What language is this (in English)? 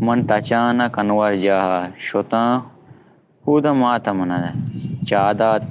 Baluchi